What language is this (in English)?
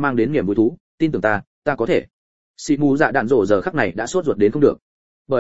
Vietnamese